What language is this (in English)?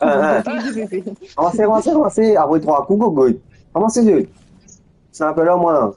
Morisyen